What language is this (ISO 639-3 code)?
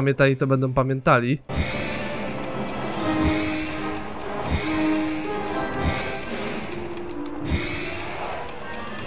pol